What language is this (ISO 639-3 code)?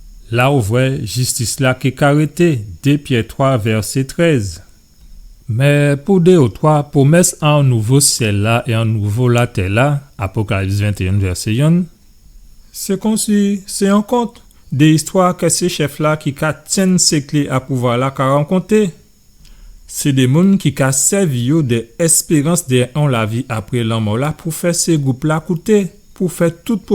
gcf